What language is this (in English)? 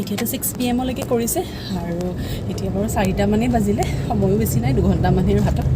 Assamese